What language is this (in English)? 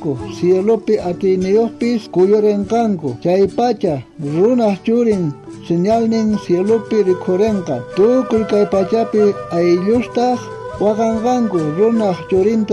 South Bolivian Quechua